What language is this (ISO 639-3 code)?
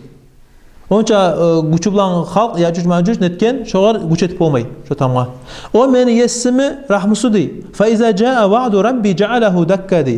kum